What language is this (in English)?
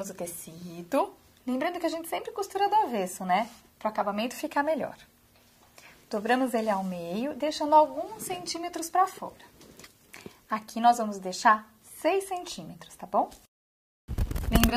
Portuguese